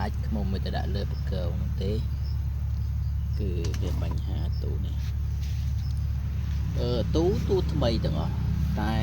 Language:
Khmer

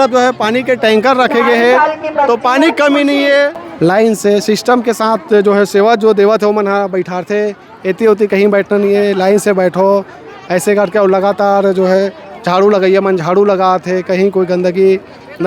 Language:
Chhattisgarhi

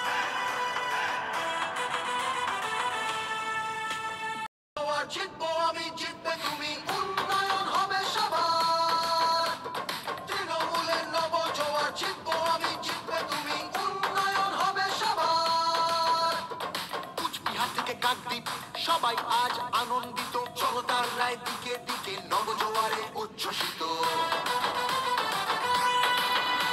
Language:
Bangla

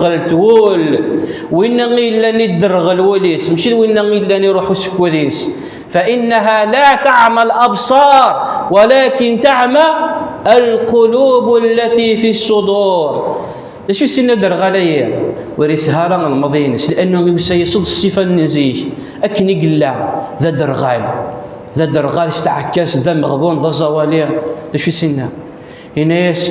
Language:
Kabyle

